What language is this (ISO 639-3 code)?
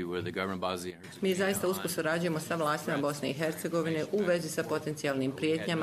hrv